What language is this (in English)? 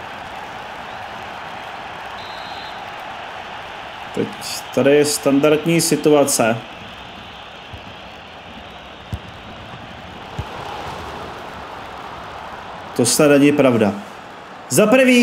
Czech